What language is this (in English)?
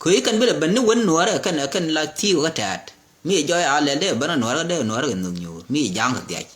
Nuer